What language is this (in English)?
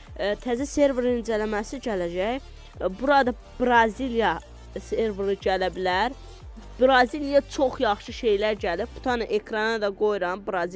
Azerbaijani